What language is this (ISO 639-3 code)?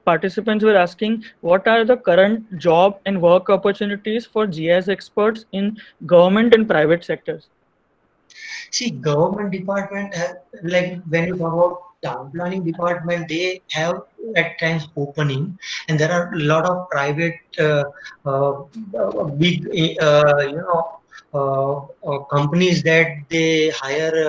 eng